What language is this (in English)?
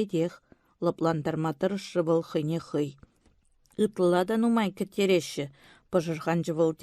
Chuvash